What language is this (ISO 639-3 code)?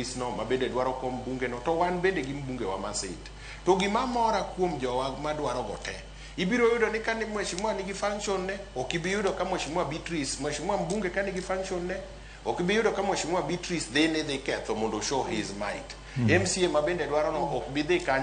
luo